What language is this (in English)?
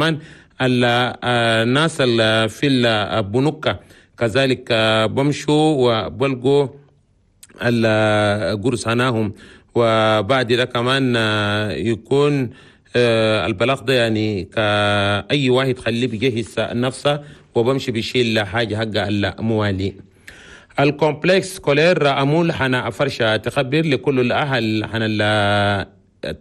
Chadian Arabic